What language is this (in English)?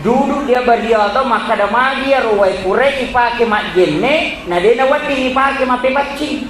Buginese